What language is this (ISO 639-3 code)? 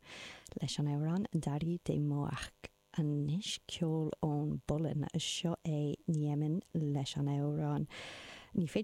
gle